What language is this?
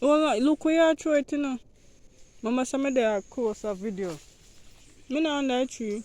Jamaican Creole English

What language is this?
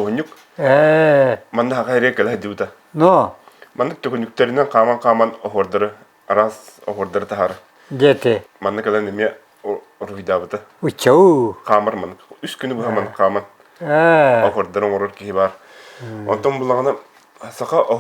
Yakut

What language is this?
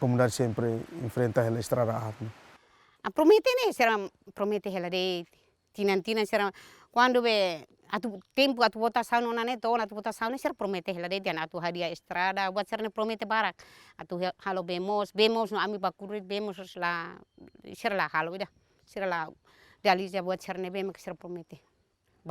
Tetum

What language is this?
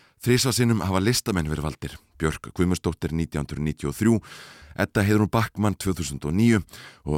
Icelandic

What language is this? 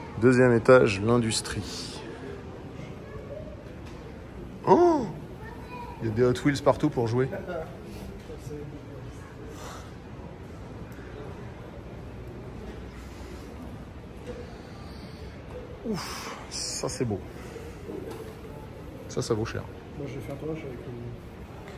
French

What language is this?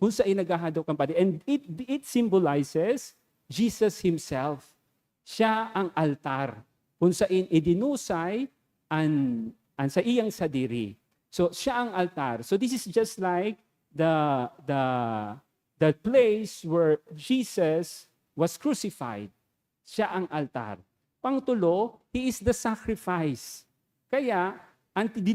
Bikol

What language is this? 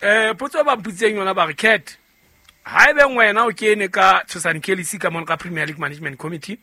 Southern Sotho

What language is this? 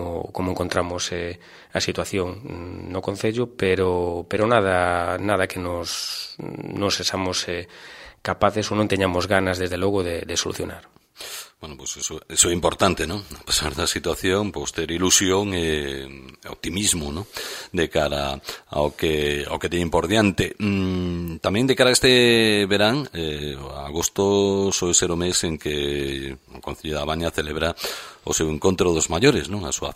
Galician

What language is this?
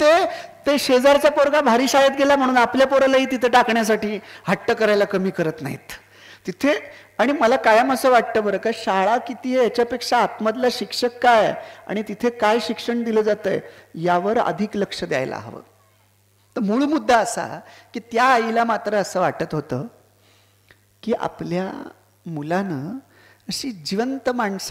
Marathi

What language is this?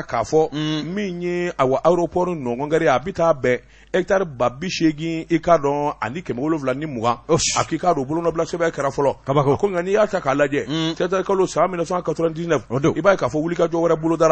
Bambara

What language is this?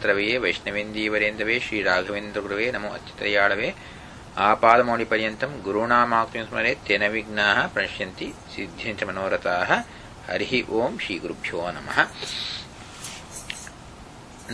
Kannada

